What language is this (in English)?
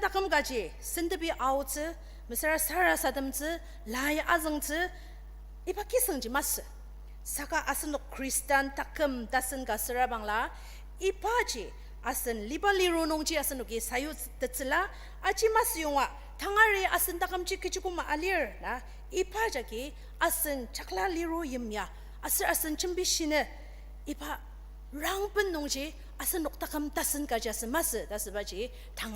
Ao Naga